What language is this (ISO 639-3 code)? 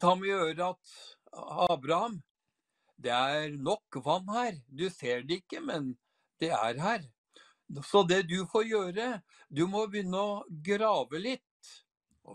nor